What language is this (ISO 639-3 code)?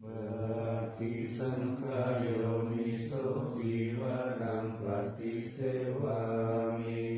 pli